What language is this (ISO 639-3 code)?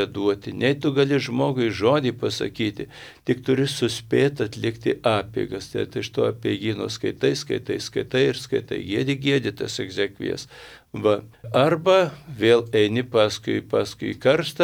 lit